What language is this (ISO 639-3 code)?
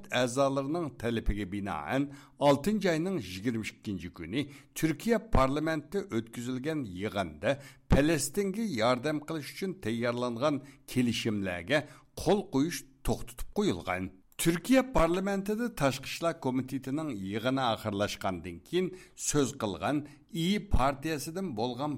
uig